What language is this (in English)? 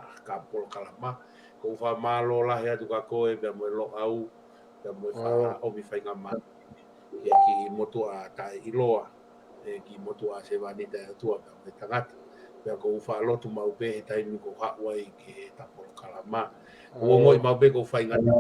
Tongan